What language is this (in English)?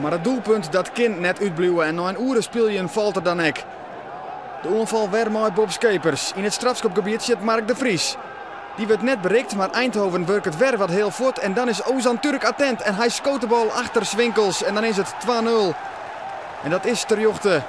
Western Frisian